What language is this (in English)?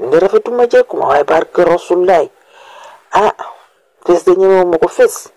Wolof